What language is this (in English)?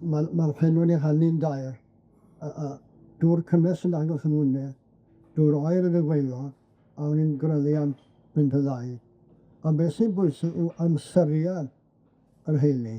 Welsh